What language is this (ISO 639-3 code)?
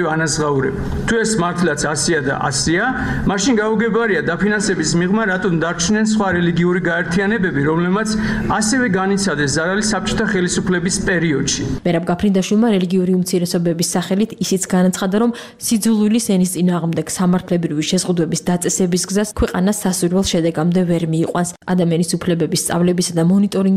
kat